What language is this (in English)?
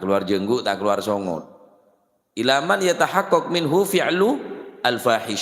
Madurese